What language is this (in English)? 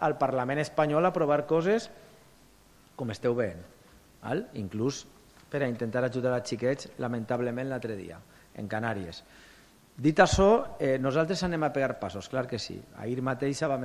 Catalan